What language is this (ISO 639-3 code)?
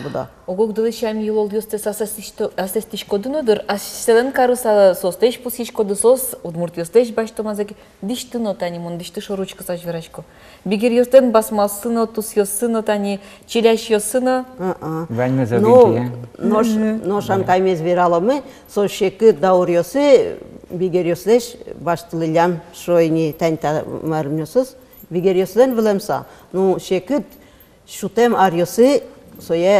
udm